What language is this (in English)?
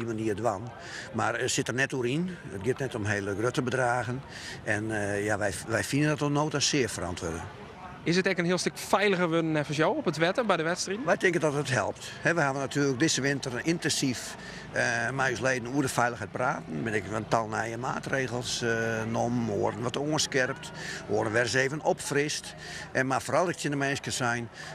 Western Frisian